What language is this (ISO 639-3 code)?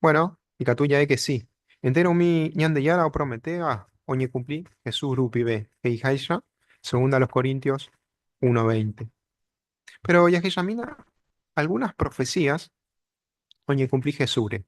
grn